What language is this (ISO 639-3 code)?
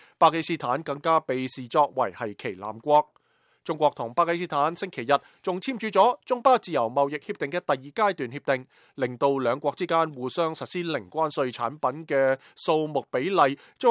yue